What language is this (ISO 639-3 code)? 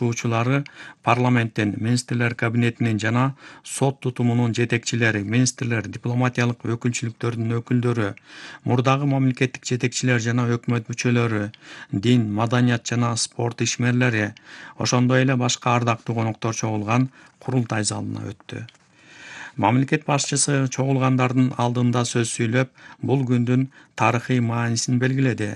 kir